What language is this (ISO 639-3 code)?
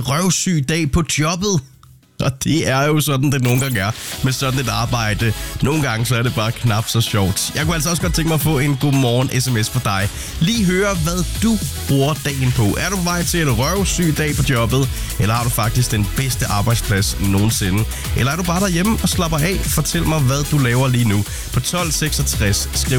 dan